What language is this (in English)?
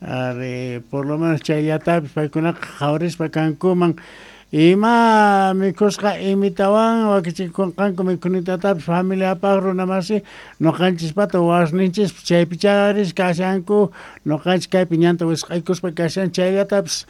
South Bolivian Quechua